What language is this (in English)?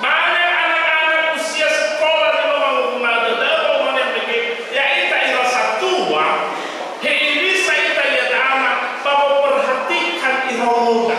Nias